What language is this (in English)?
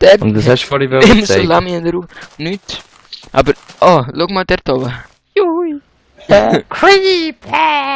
Swiss German